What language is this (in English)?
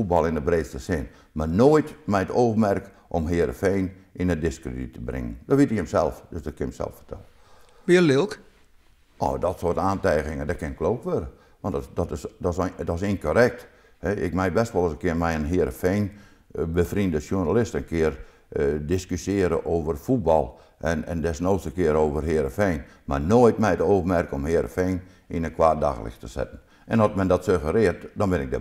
Western Frisian